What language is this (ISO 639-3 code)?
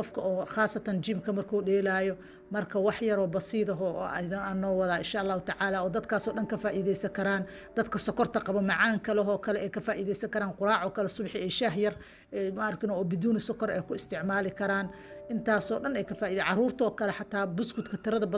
som